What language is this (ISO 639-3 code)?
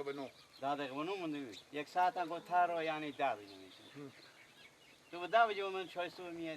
fas